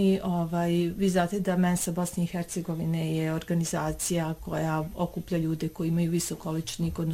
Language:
Bosnian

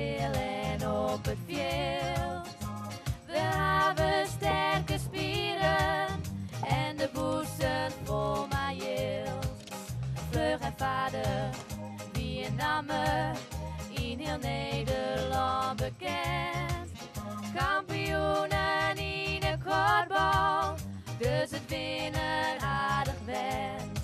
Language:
Western Frisian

